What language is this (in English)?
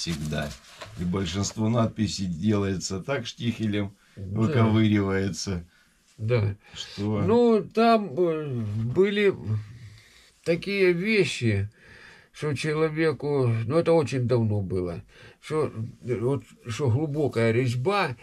Russian